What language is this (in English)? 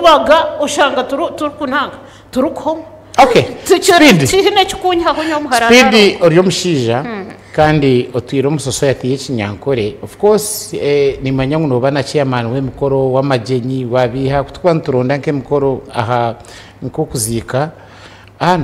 Nyankole